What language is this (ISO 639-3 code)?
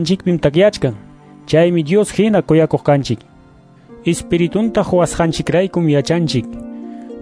que